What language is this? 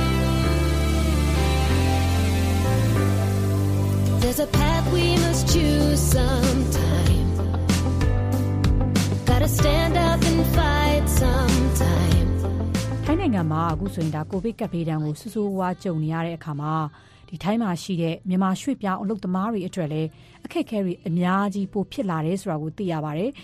Burmese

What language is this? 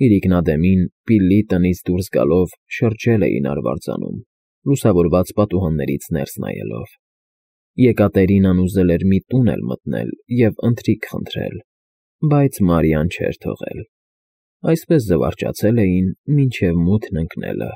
Armenian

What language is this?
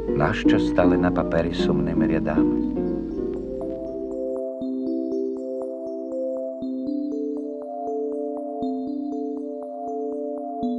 Ukrainian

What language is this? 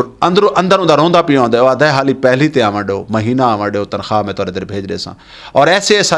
Saraiki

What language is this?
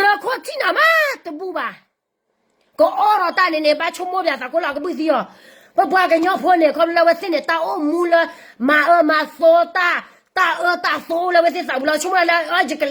S'gaw Karen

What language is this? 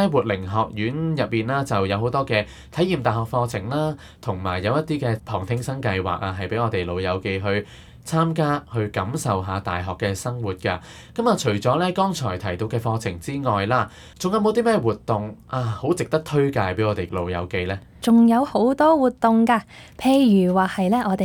Cantonese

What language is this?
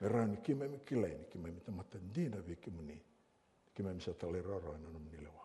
Fijian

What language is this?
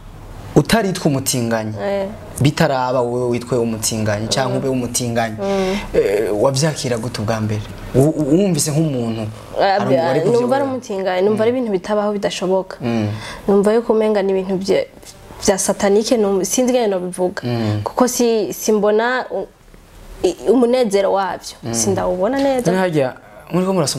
Rundi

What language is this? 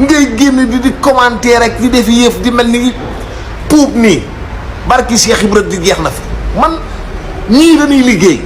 Wolof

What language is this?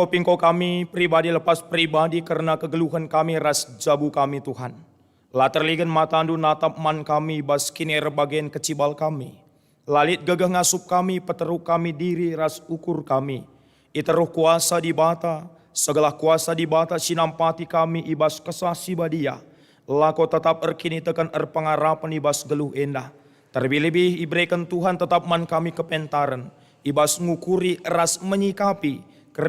Batak Karo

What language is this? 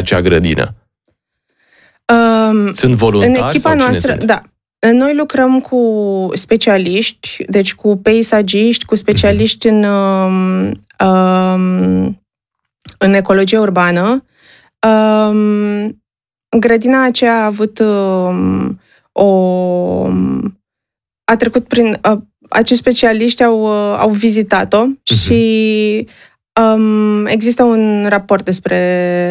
Romanian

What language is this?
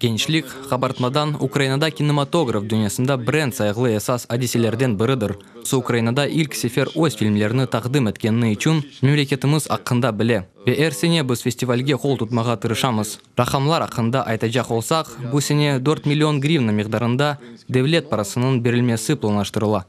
Crimean Tatar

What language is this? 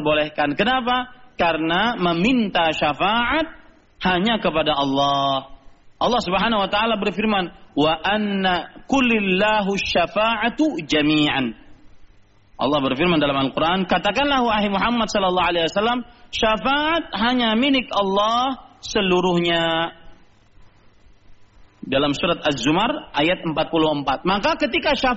Indonesian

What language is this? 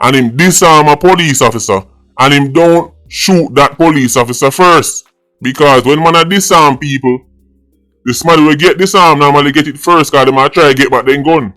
Jamaican Creole English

